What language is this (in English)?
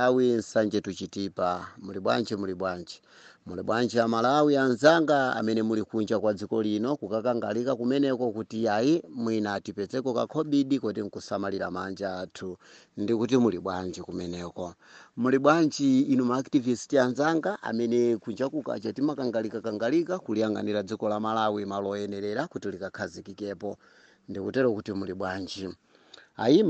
Nyanja